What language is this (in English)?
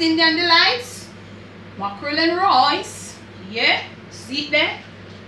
Jamaican Creole English